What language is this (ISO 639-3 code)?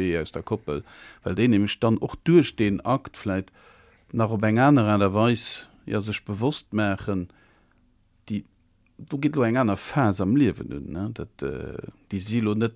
ltz